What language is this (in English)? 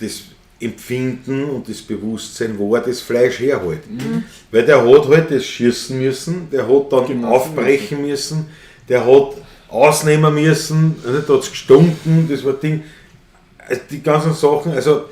Bavarian